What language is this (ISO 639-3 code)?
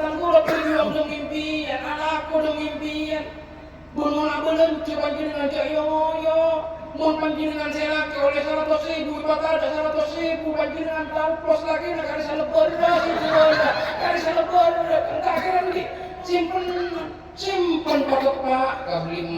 mad